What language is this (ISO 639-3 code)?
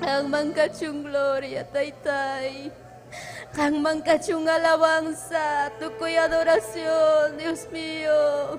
quy